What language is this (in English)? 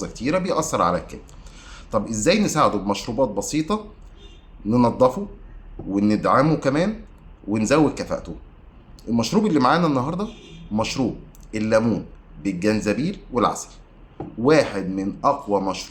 Egyptian Arabic